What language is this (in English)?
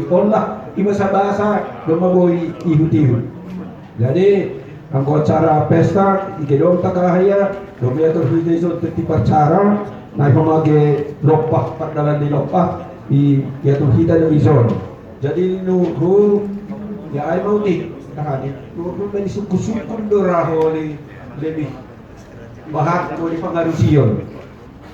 Batak Simalungun